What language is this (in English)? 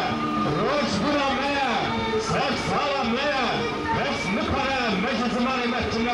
Kurdish